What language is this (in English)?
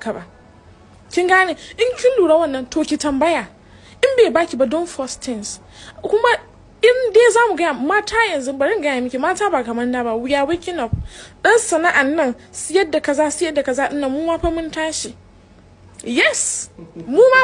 Hausa